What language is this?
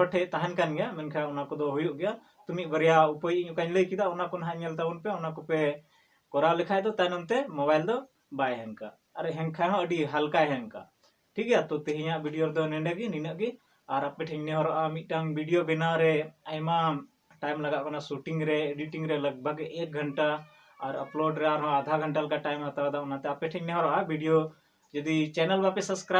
Santali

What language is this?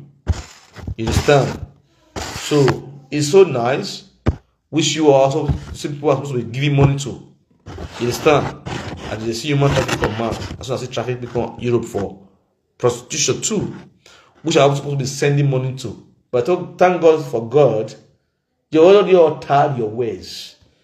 Nigerian Pidgin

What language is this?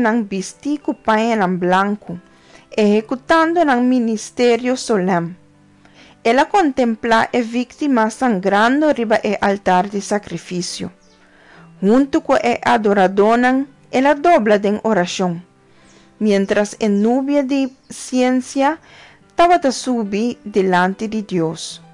Papiamento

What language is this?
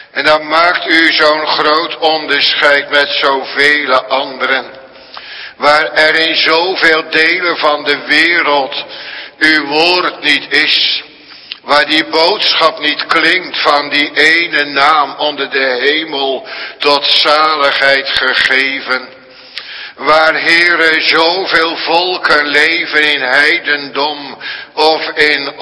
Dutch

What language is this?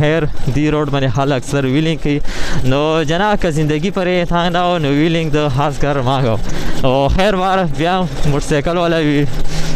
Pashto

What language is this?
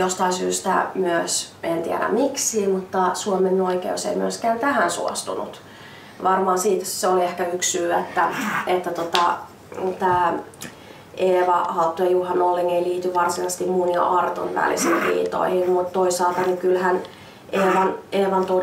Finnish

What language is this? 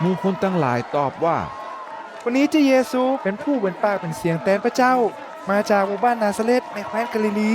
Northern Thai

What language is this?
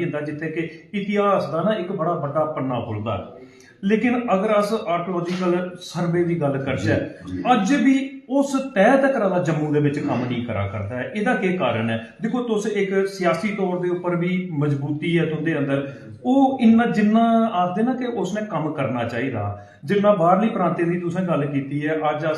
Dogri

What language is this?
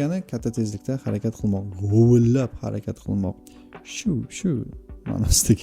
Uzbek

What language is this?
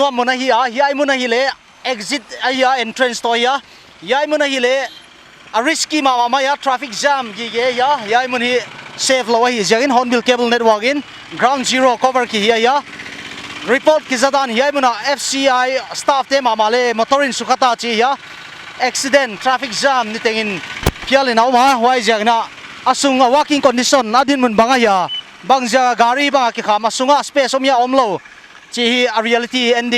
Paite Chin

